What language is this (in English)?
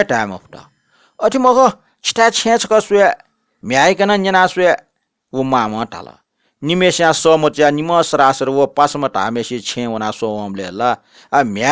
Newari